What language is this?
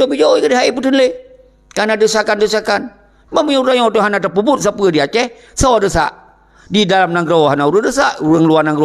Achinese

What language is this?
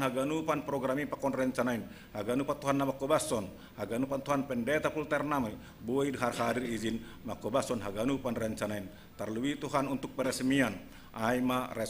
Batak Simalungun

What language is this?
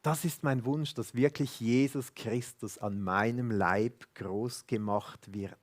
Swiss German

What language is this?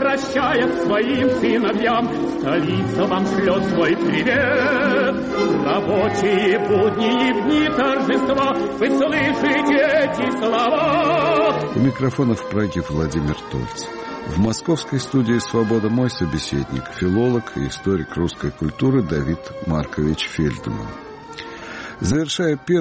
Russian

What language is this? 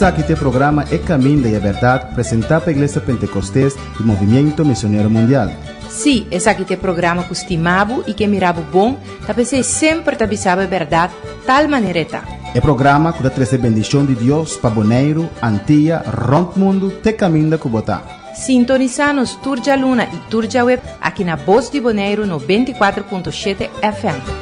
Papiamento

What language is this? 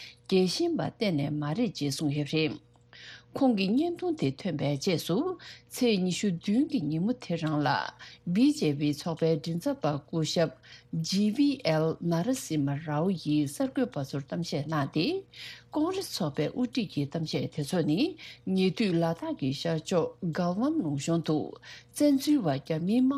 Tibetan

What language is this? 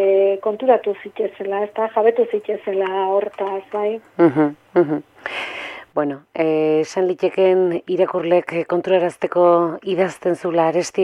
Basque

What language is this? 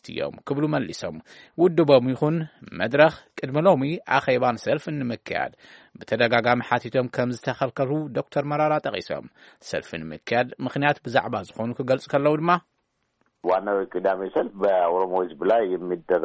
Tigrinya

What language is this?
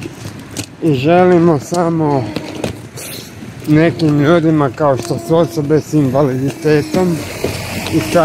Croatian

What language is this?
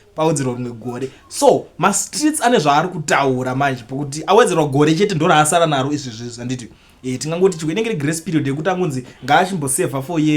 Shona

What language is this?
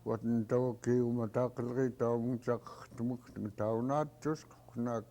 Central Yupik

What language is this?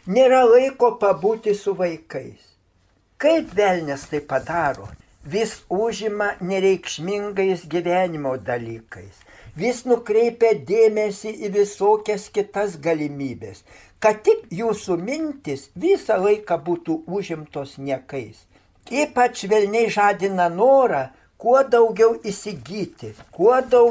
Lithuanian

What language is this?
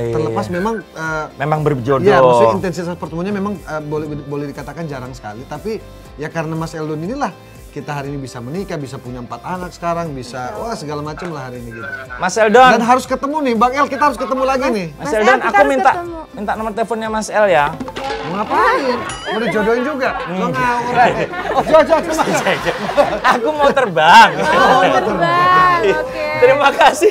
Indonesian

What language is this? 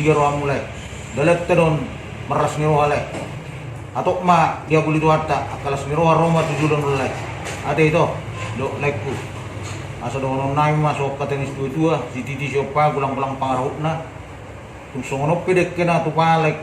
Batak Toba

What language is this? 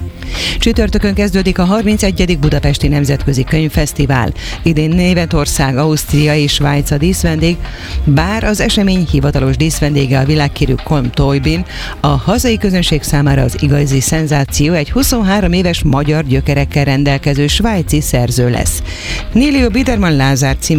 Hungarian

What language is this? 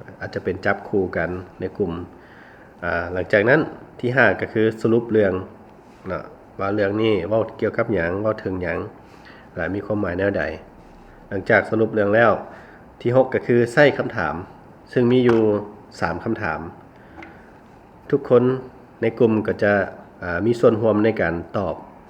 Lao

